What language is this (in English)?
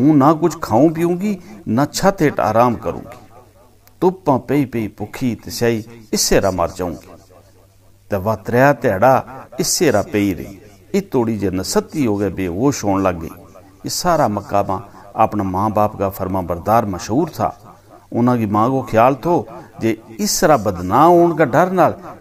Gujari